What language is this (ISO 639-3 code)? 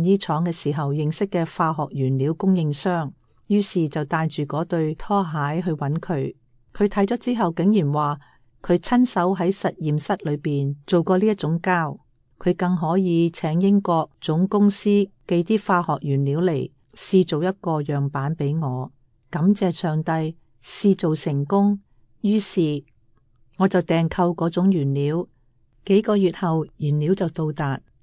yue